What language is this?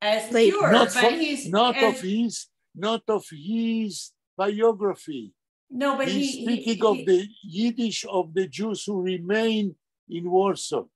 Yiddish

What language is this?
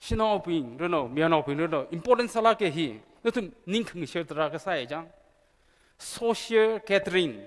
Tangkhul Naga (India)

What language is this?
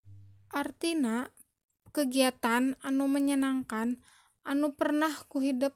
Sundanese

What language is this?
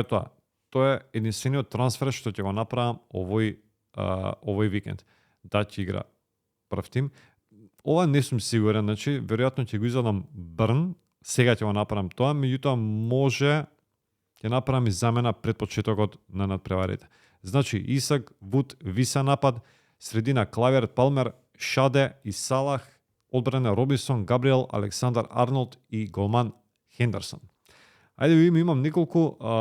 Macedonian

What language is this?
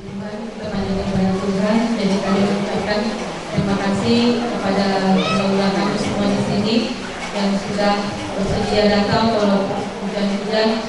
Batak Toba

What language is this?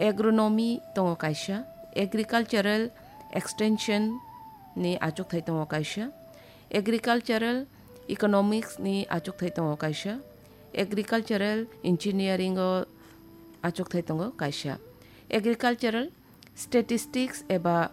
Kok Borok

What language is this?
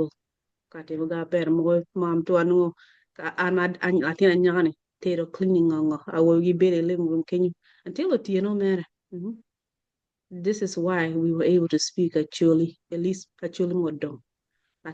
Acoli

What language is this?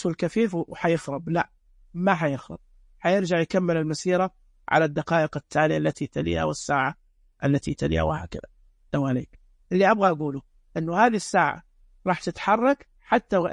Najdi Arabic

